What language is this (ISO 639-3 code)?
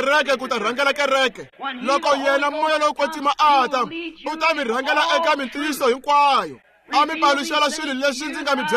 tso